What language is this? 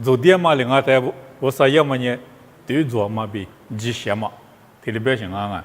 Lisu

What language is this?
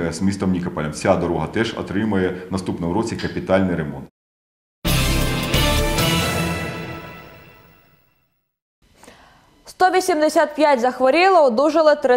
Ukrainian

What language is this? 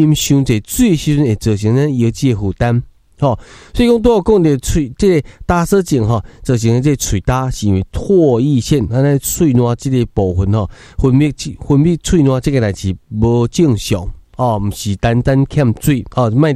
Min Nan Chinese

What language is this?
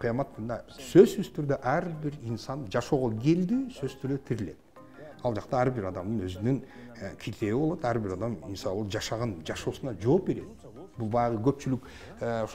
Kyrgyz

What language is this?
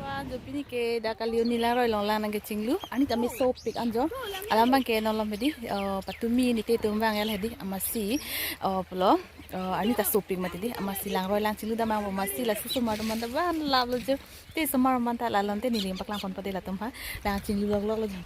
Karbi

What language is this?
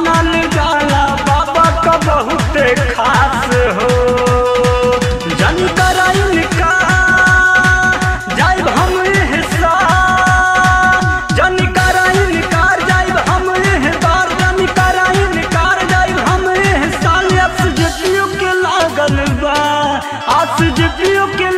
Bhojpuri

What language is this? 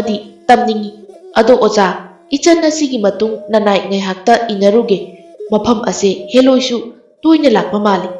Manipuri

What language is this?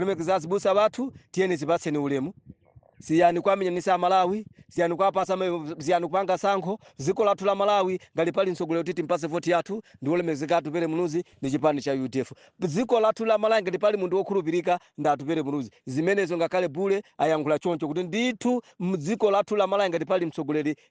Nyanja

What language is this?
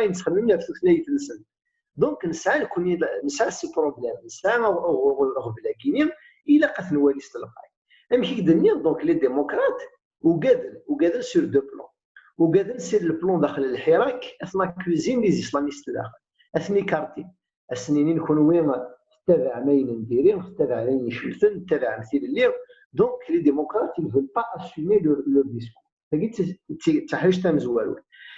Kabyle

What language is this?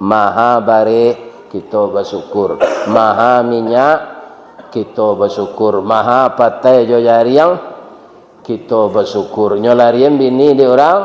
Minangkabau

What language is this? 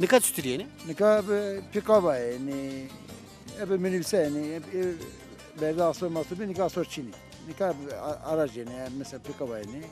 Zaza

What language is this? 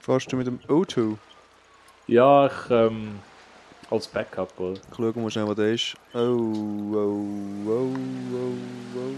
Swiss German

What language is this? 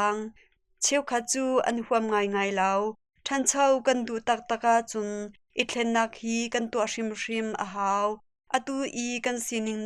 Hakha Chin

